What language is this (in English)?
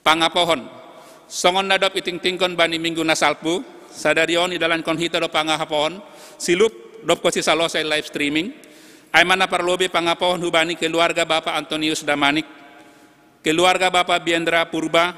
Batak Simalungun